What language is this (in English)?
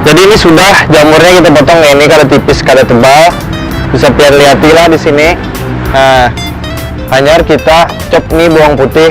Banjar